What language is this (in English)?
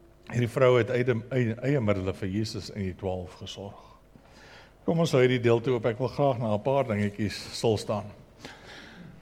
Afrikaans